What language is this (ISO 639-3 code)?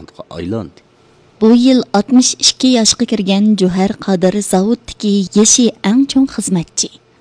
uig